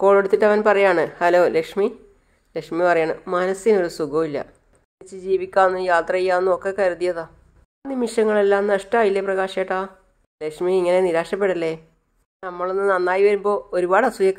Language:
Malayalam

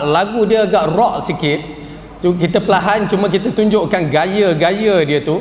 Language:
Malay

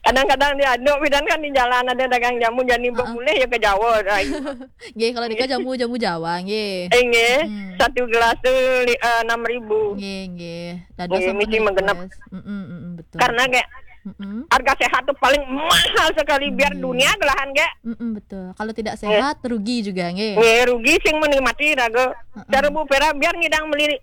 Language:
Balinese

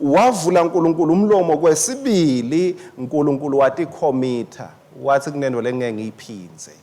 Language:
Swati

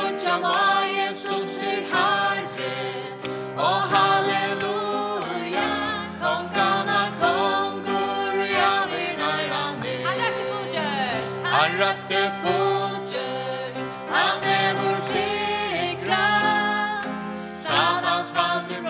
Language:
Faroese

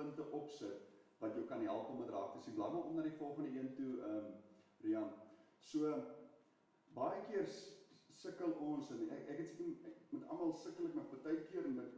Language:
Afrikaans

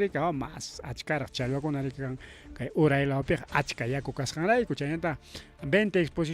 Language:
Ayacucho Quechua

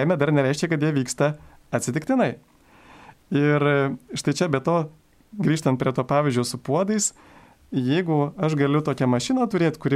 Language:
Lithuanian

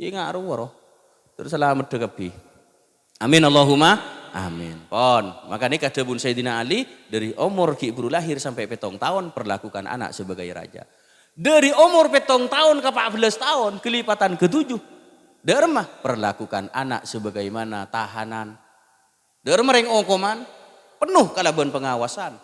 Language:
Madurese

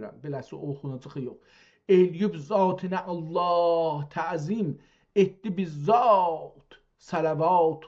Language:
South Azerbaijani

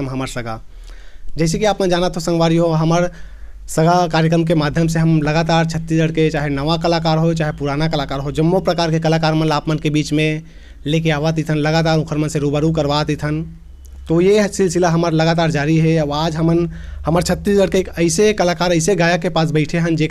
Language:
Chhattisgarhi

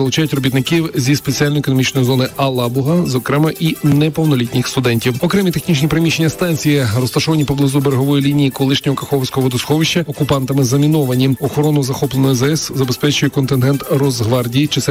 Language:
Ukrainian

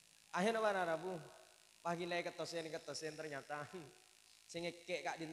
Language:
Madurese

